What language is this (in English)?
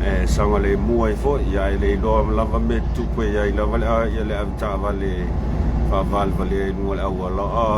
Samoan